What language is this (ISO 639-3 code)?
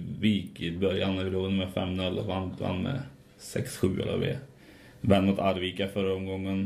swe